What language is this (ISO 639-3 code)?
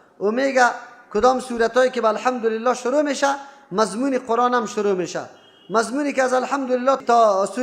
fas